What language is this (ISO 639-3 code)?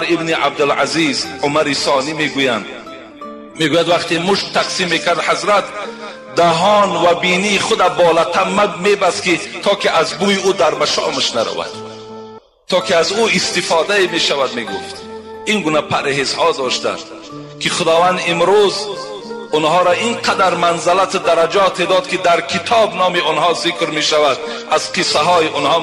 tgk